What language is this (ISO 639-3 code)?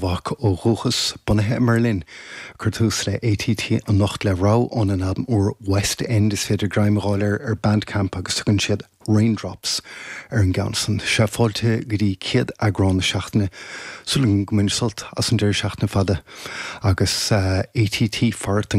gle